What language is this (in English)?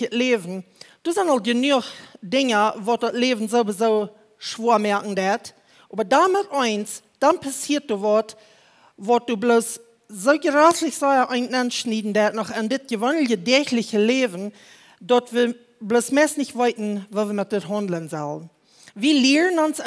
Plautdietsch